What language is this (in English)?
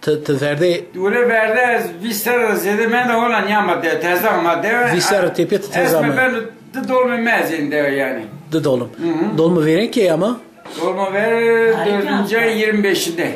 Zaza